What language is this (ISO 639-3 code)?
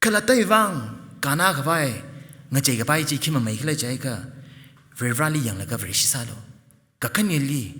nmf